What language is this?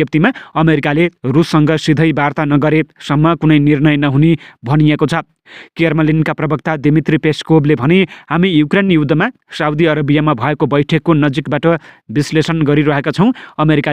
Nepali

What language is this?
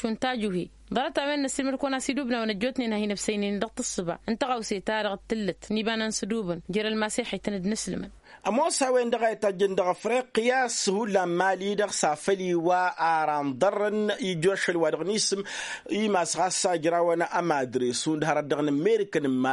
Tamasheq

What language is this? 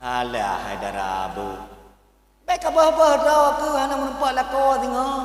Achinese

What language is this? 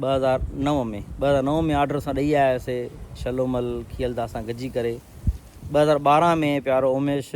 Sindhi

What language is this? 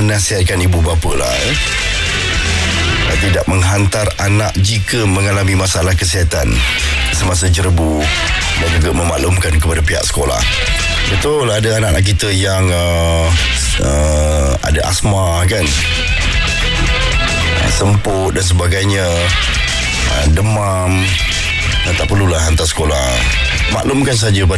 Malay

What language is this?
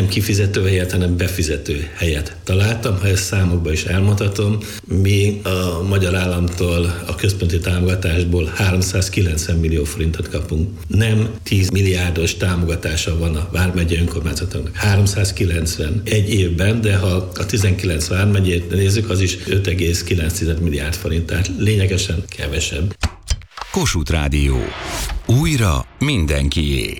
Hungarian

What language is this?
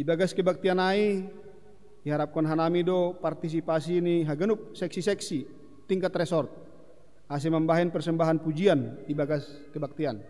Batak Simalungun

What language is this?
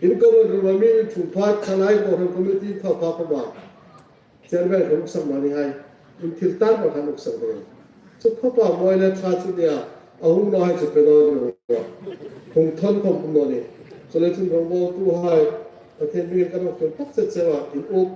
Hmar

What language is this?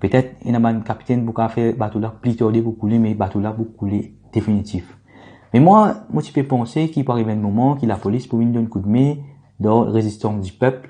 Morisyen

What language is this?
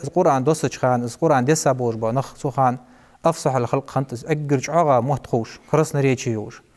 Ingush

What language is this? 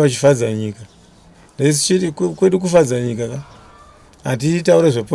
Shona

